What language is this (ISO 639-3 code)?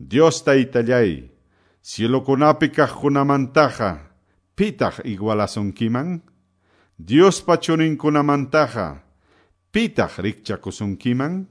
que